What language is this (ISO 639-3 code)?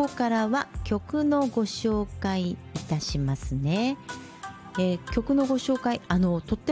jpn